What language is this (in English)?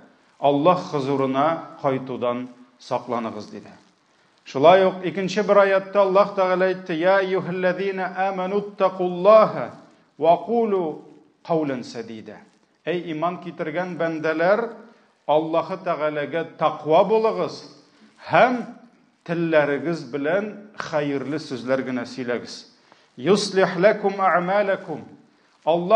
Tatar